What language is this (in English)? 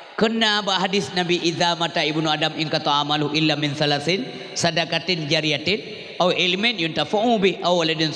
Achinese